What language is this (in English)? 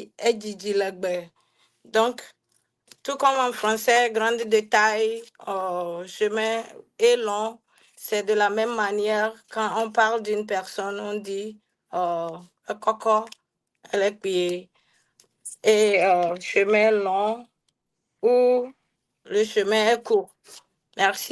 Ewe